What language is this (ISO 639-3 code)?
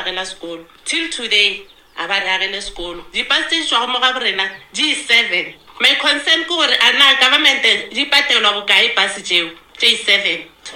nso